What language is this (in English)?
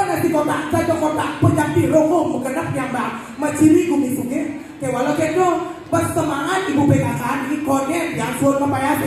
Balinese